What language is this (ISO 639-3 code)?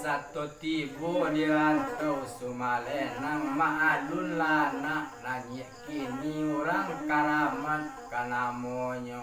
min